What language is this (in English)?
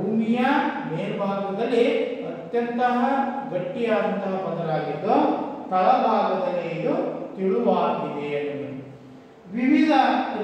Kannada